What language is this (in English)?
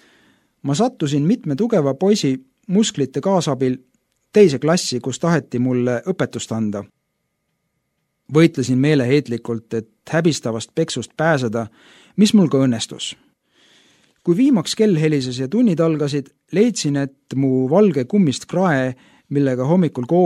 Estonian